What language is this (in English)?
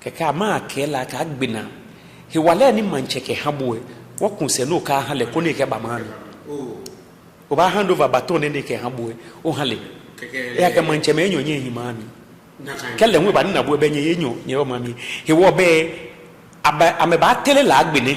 Ga